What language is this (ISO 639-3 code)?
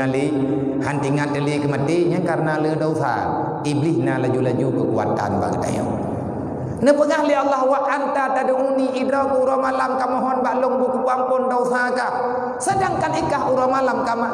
ace